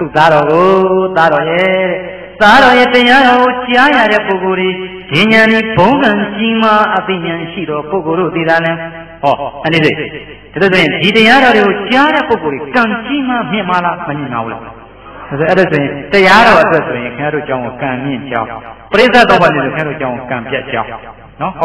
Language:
Burmese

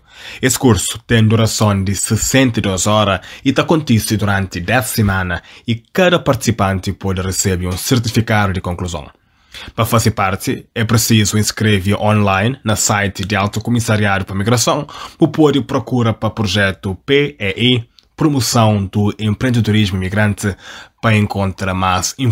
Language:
Kabuverdianu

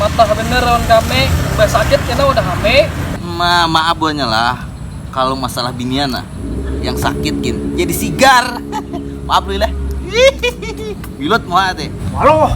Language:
Banjar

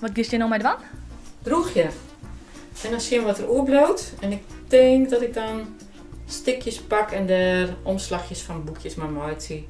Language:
Western Frisian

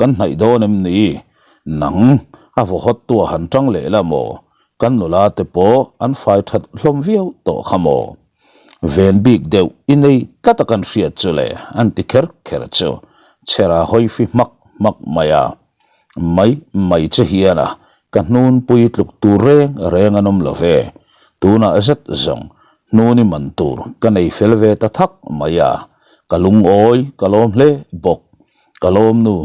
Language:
Mizo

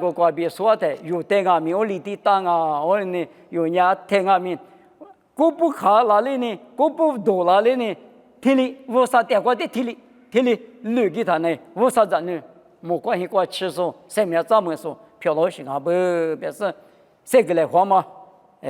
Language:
Lisu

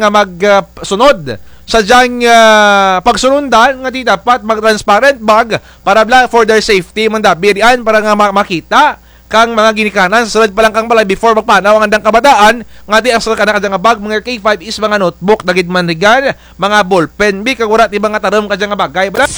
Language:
Kinaray-a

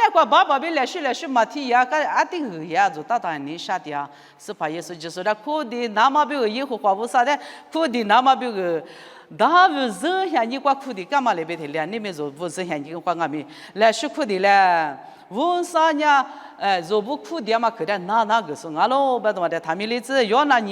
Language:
Lisu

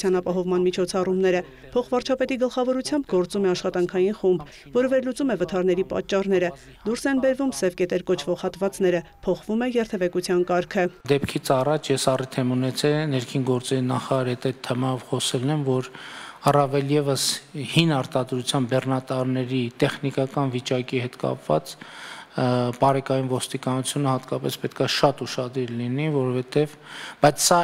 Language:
Armenian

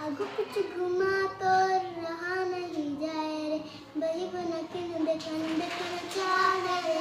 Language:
Chhattisgarhi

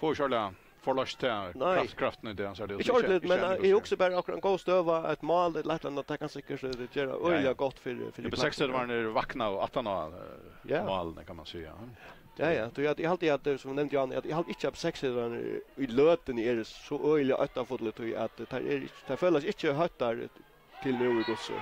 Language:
Faroese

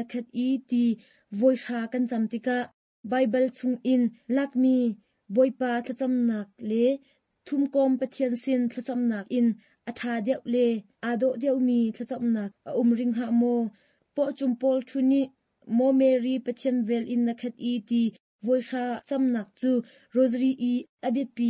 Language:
Hakha Chin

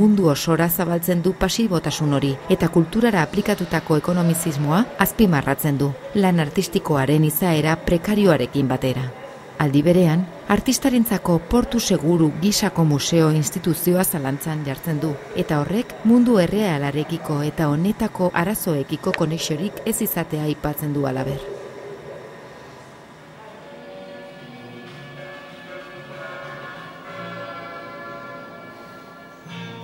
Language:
Basque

